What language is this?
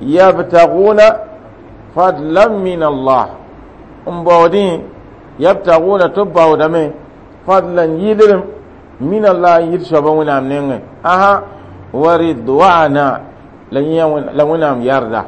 Mossi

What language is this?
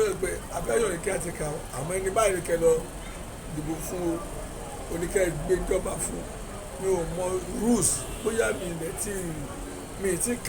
Yoruba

